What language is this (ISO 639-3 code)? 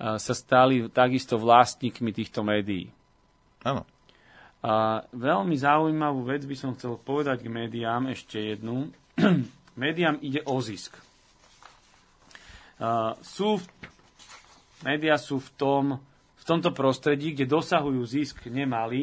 slk